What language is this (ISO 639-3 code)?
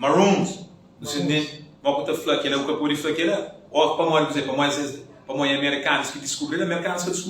kea